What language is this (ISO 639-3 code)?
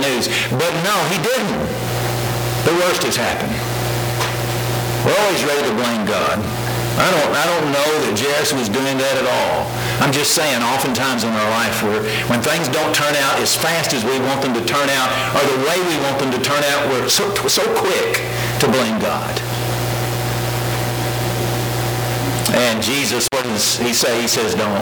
eng